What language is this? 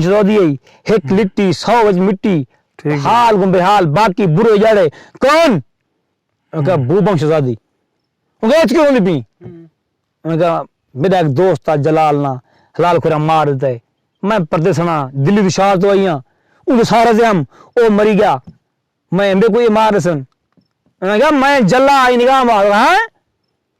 Saraiki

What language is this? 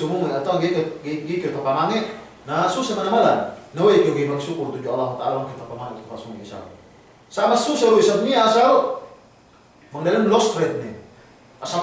Yakan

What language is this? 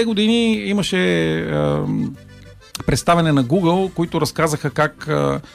Bulgarian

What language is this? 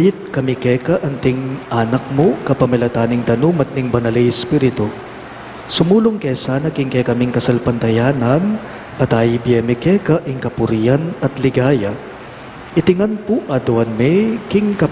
Pampanga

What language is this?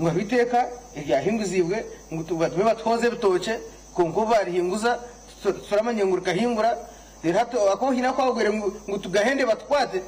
Nyankole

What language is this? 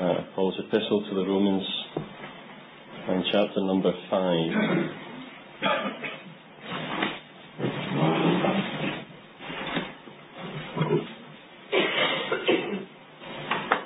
English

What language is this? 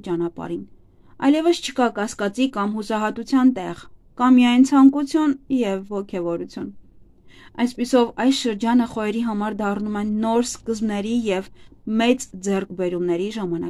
Armenian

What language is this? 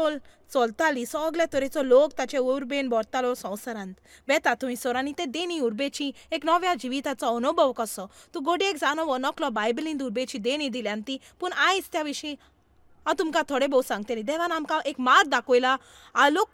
Konkani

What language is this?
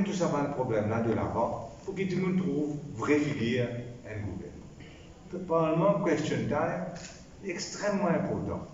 Morisyen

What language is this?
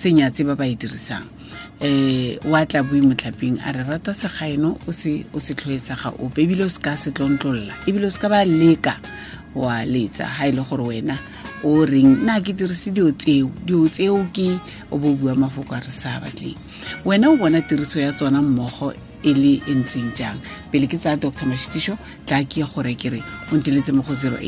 Tswana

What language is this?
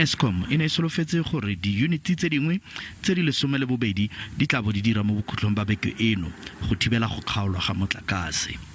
Tswana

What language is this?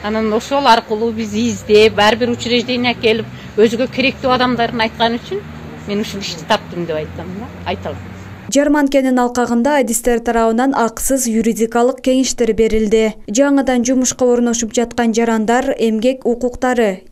Kyrgyz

